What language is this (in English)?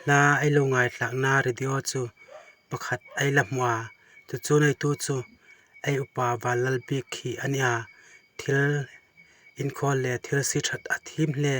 Hmar